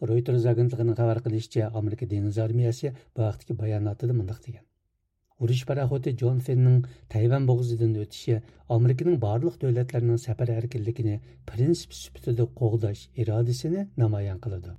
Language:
Uyghur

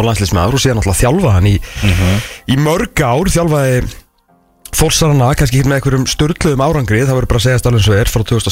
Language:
Icelandic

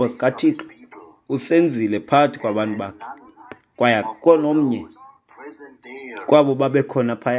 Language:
Xhosa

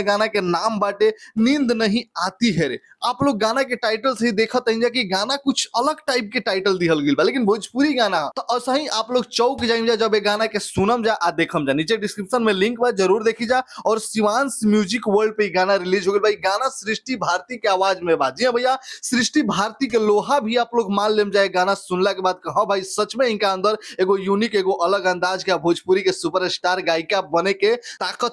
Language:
Bhojpuri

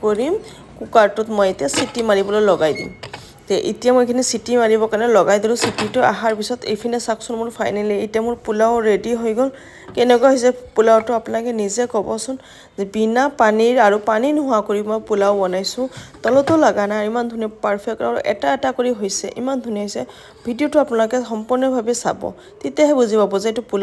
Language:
Assamese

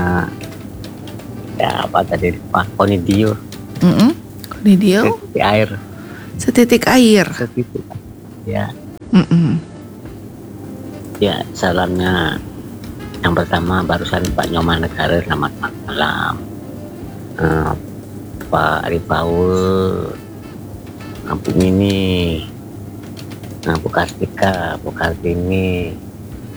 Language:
Indonesian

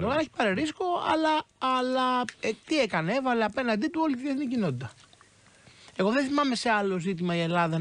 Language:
Greek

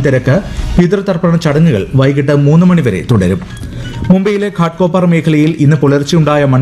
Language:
Malayalam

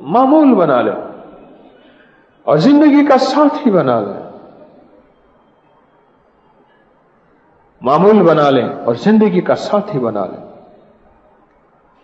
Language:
Urdu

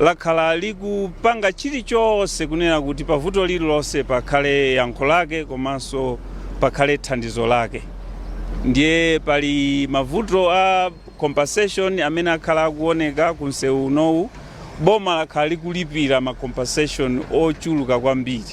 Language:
Nyanja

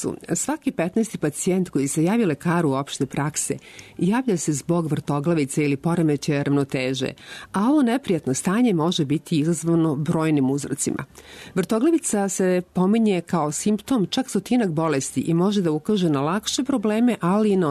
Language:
Serbian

